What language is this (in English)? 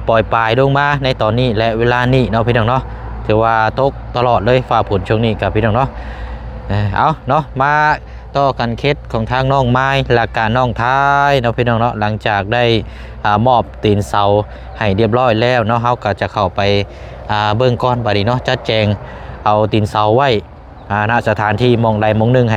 Lao